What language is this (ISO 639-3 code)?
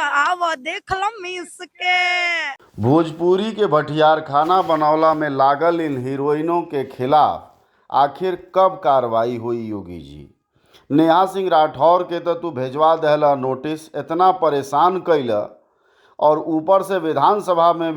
bho